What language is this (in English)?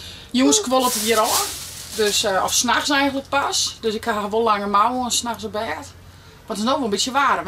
Western Frisian